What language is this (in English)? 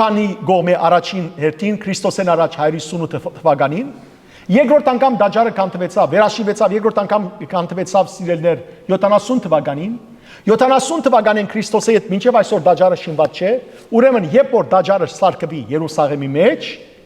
Western Armenian